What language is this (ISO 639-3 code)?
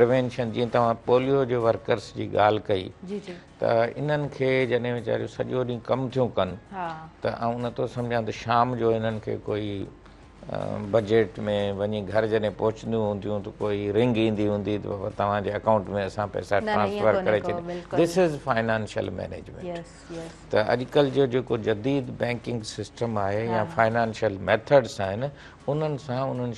snd